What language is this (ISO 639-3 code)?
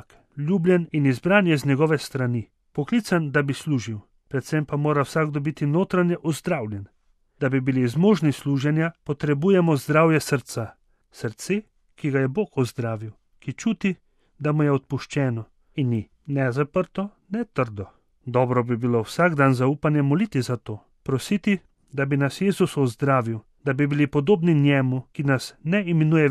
slv